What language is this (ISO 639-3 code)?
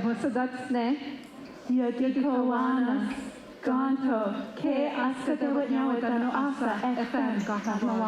moh